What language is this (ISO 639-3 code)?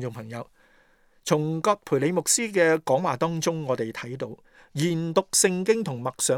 yue